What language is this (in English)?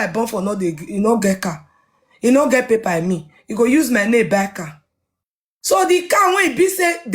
Nigerian Pidgin